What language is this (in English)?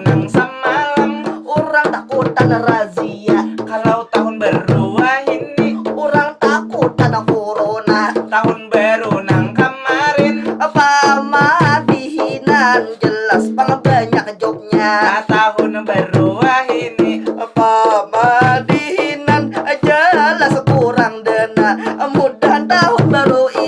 Banjar